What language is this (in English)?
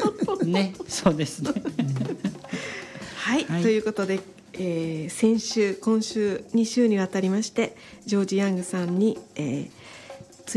Japanese